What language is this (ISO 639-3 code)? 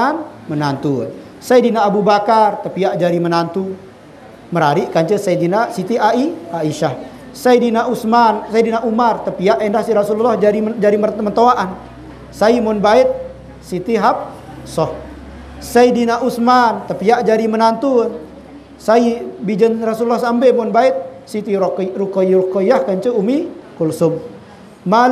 sas